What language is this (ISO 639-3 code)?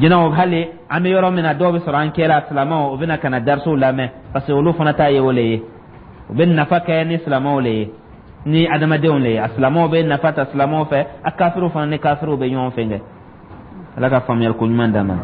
dyu